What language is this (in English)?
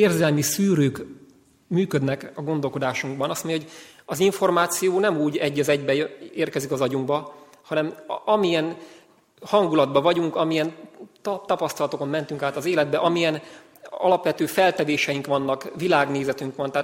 Hungarian